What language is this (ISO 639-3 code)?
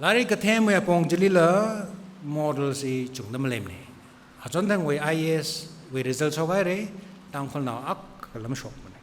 nmf